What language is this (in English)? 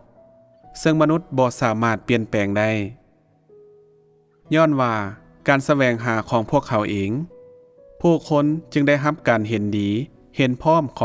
Lao